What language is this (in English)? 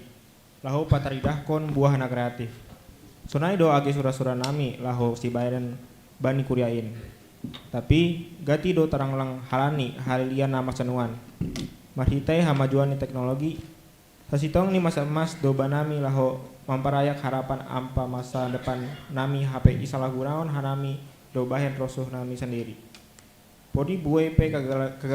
Batak Simalungun